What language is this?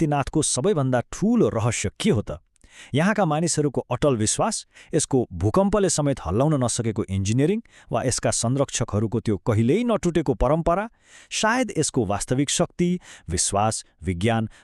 Nepali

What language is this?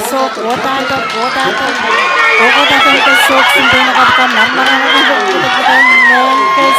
Pohnpeian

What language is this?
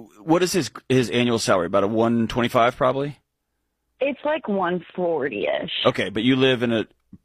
English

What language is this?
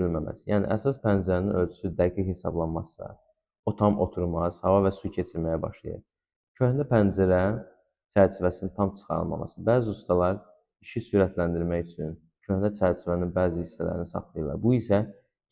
Azerbaijani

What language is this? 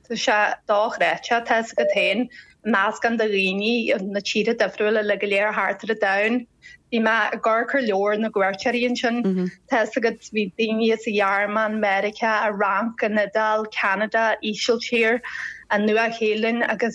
Irish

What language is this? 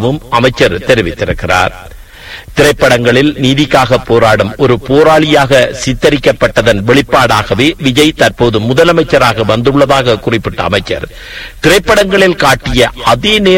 Tamil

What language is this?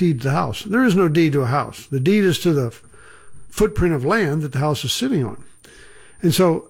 English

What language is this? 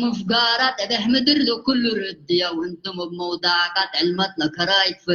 Tigrinya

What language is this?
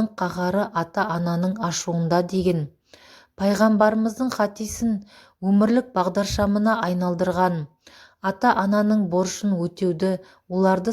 Kazakh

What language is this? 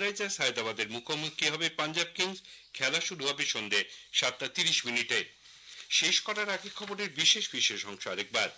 Bangla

